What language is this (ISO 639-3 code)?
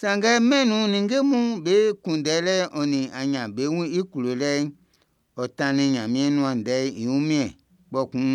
bci